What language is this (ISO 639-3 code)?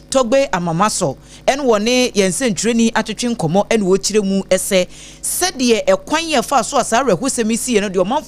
aka